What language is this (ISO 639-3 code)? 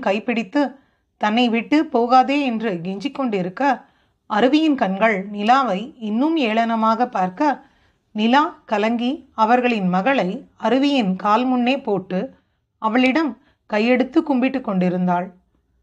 tam